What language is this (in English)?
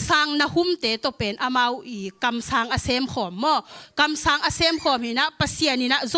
Tedim Chin